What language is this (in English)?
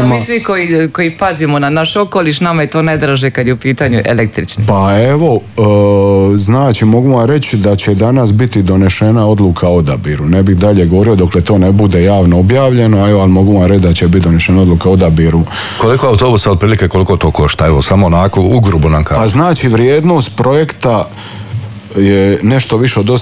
Croatian